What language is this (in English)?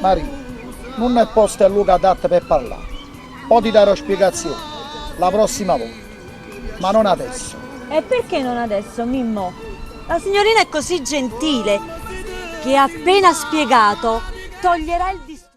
Neapolitan